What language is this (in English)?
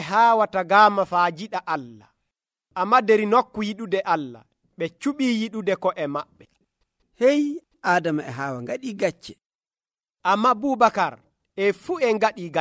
Nigerian Fulfulde